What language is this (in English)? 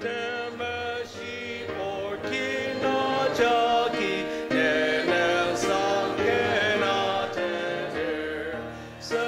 Ao Naga